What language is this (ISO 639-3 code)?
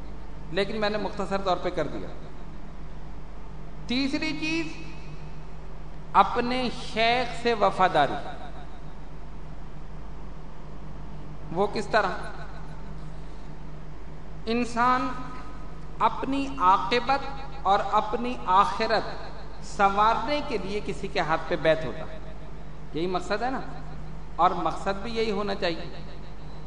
urd